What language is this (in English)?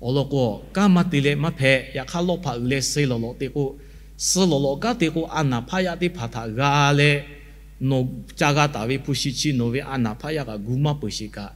Lahu